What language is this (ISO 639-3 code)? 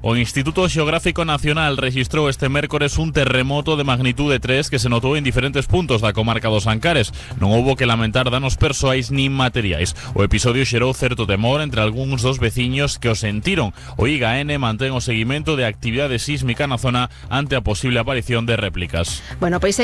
glg